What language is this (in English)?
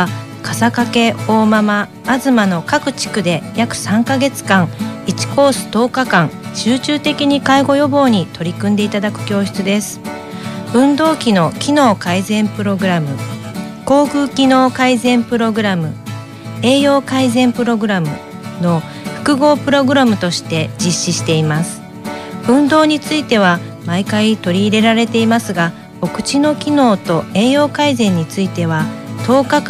Japanese